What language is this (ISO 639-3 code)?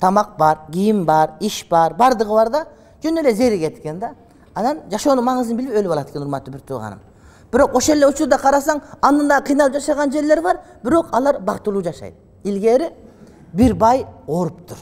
kir